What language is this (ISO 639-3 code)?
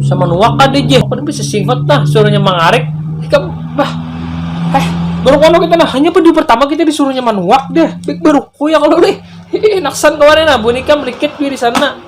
bjn